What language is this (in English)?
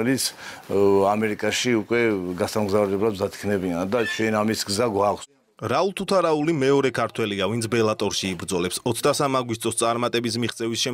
Georgian